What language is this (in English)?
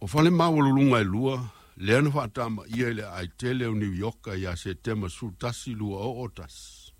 Samoan